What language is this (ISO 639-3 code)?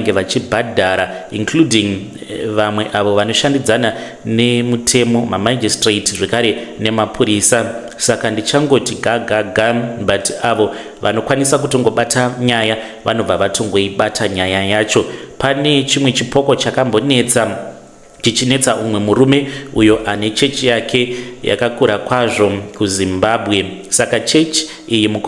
sna